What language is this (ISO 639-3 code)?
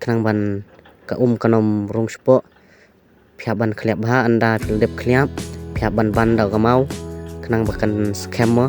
kha